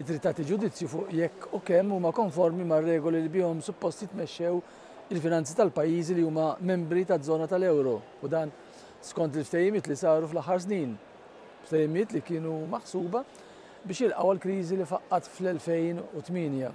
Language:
Maltese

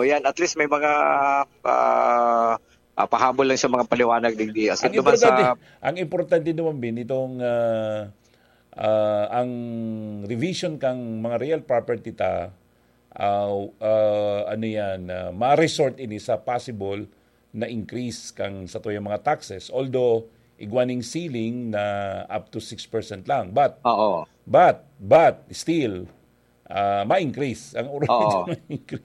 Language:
Bikol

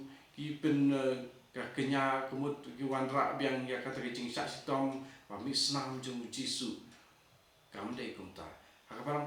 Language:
Khasi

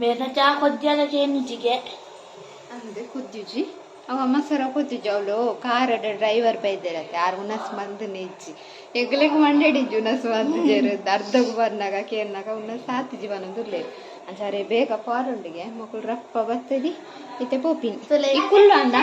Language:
Tulu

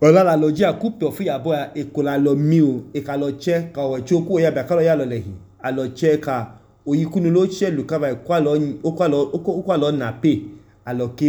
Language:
Idoma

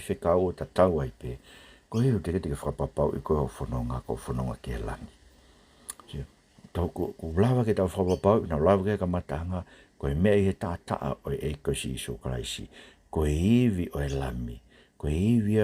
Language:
Tongan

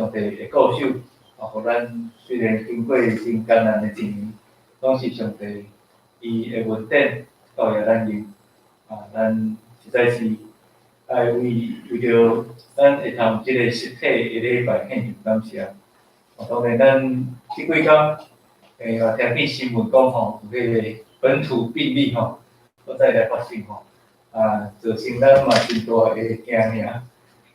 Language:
Min Nan Chinese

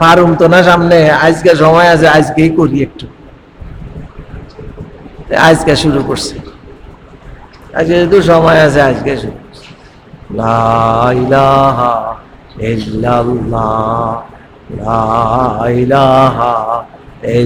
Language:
Bangla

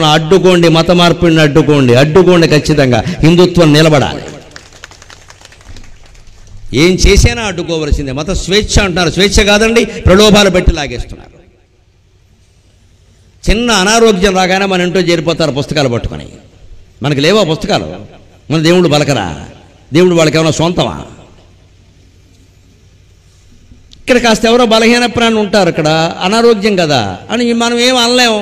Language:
Telugu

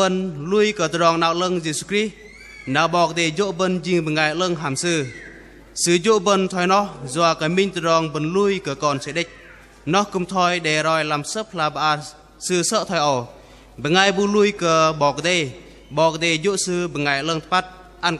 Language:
Bahnar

